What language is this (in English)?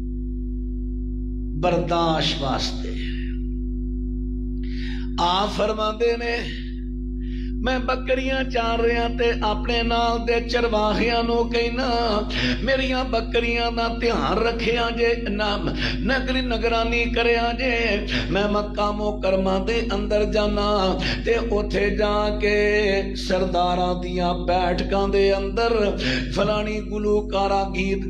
Western Panjabi